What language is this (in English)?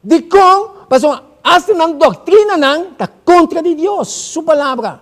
Papiamento